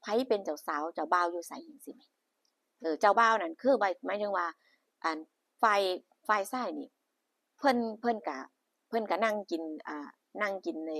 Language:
Northeastern Thai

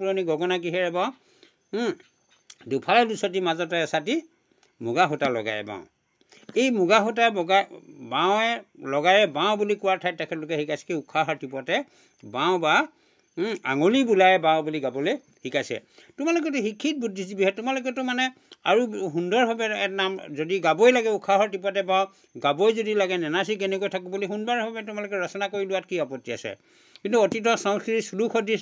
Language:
Assamese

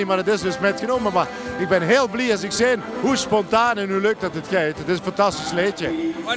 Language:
Limburgish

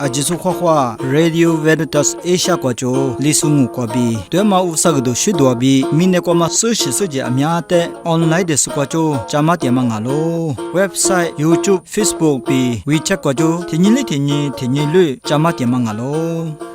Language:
Lisu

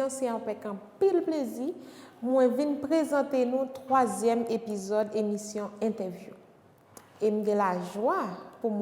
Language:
Haitian Creole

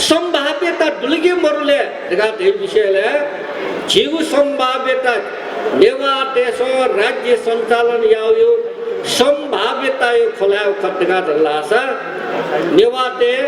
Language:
Newari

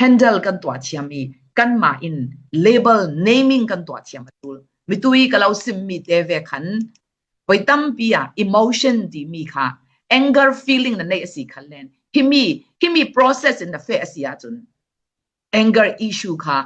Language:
Falam Chin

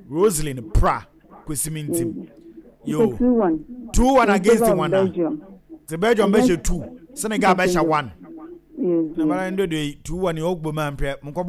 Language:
Akan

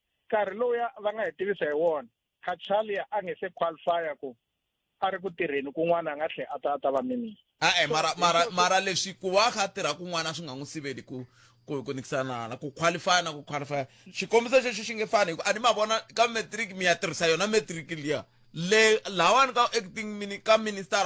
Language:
Tsonga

